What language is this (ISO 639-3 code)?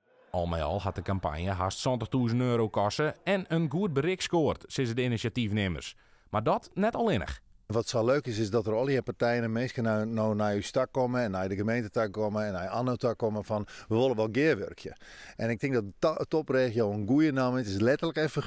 fry